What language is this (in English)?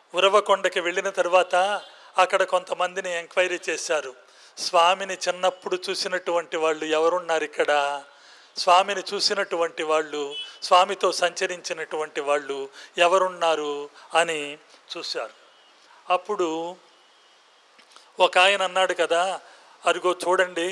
Telugu